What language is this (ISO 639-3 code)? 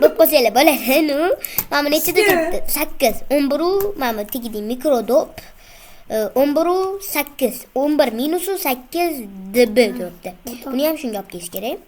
uzb